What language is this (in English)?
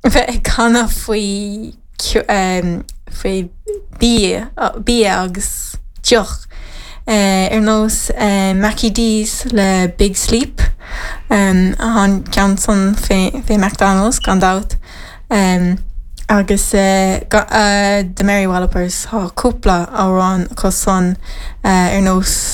Irish